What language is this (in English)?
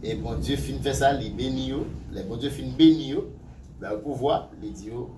Haitian Creole